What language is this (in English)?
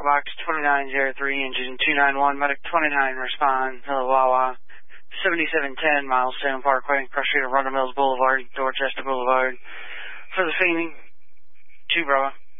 English